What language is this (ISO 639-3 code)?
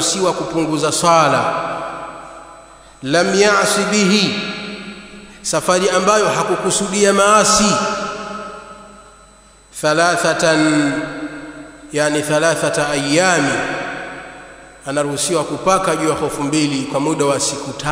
swa